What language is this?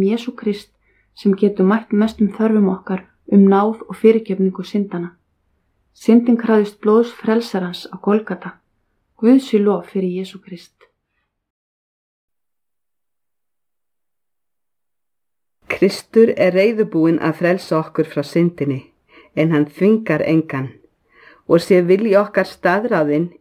Icelandic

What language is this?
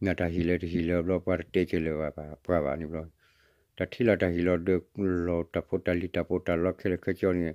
S'gaw Karen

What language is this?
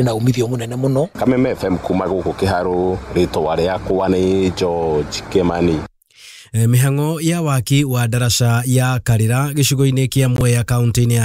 Kikuyu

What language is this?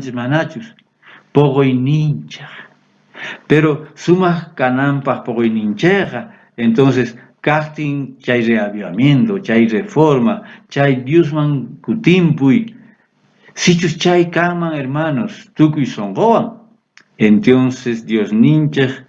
South Bolivian Quechua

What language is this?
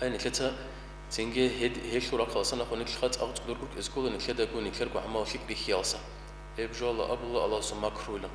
Avaric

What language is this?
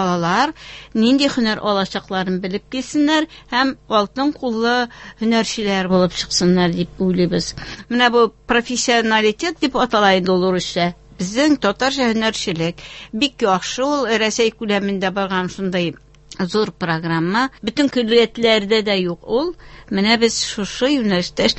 Tatar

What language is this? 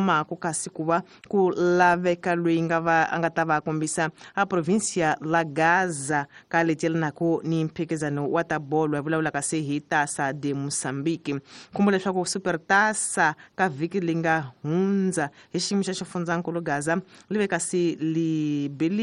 Tsonga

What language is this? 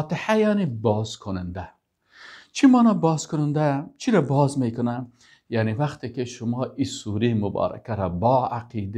Persian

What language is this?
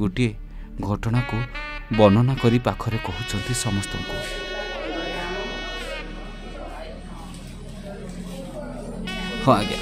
Odia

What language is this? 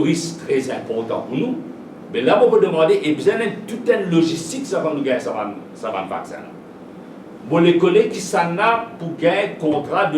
Morisyen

